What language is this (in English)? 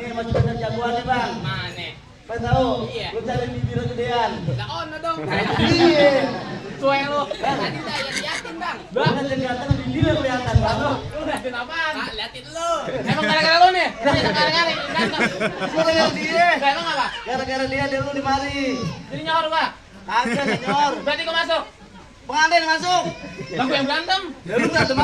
Betawi